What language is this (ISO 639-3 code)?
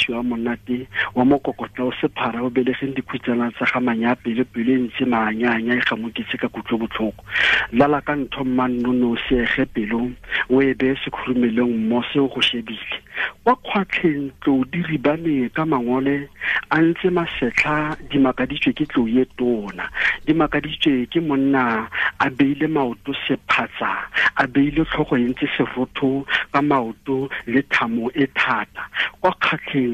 tsn